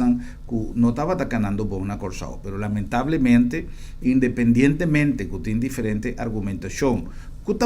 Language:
Papiamento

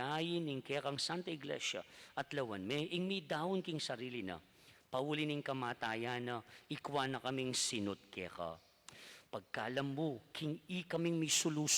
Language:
Pampanga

